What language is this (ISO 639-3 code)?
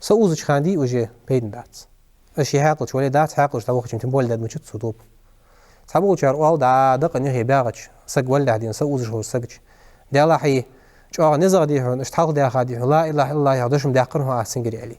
inh